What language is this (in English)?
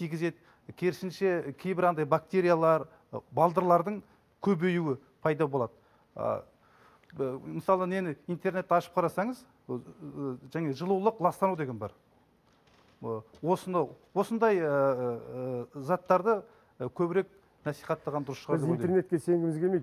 Kazakh